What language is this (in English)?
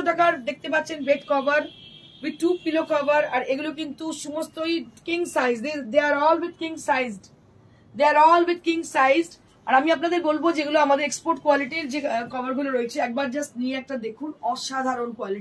Bangla